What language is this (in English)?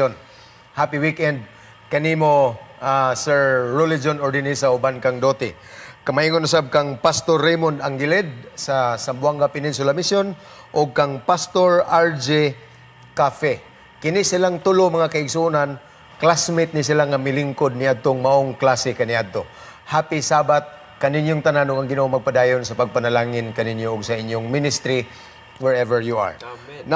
Cebuano